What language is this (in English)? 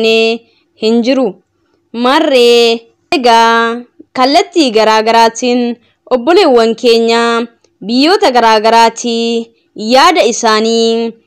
Oromo